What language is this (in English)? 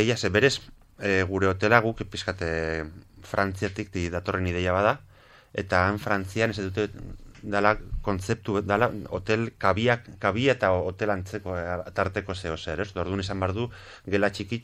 Basque